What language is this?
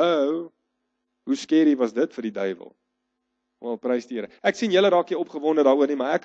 Afrikaans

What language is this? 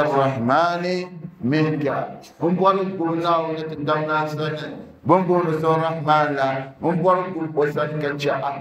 Dagbani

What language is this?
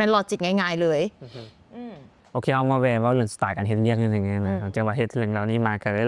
Lao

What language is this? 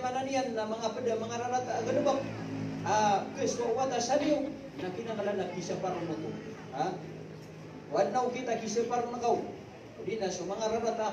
Maranao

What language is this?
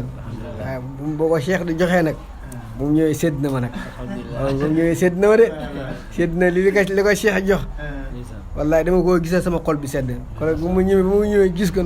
Wolof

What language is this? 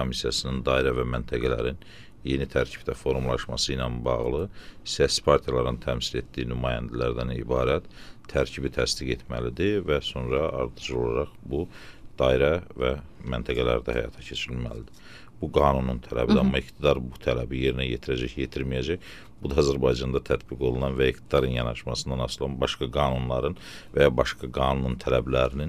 Azerbaijani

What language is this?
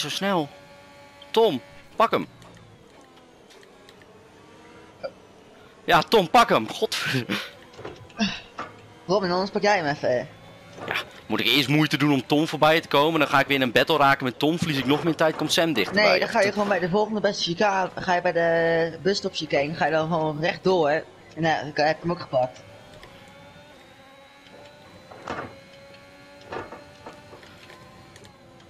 Dutch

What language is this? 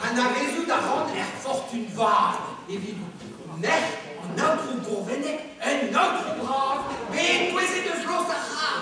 Breton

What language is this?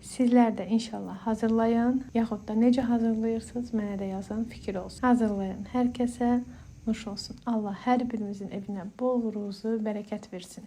Azerbaijani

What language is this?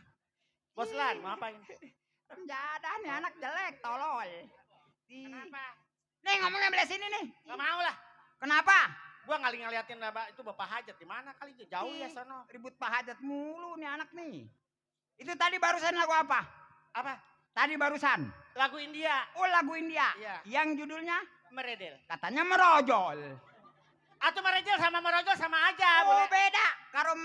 Betawi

